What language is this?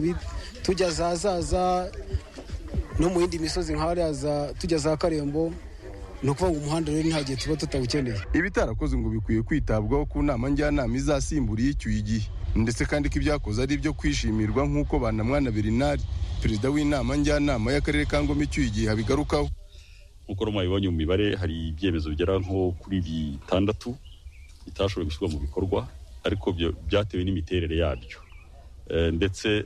Kinyarwanda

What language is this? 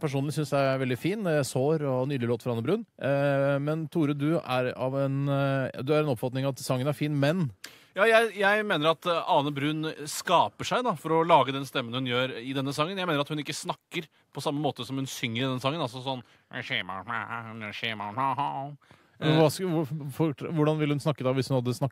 Norwegian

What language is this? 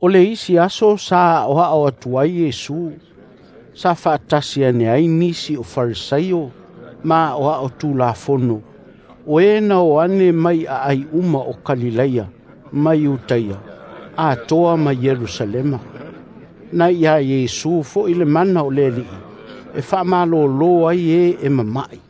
Samoan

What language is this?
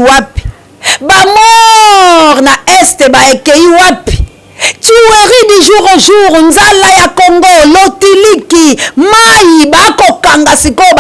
Lingala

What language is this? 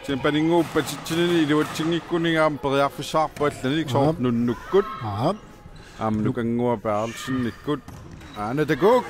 Kalaallisut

